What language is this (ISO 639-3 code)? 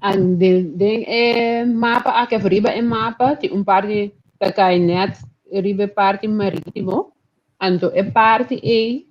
pap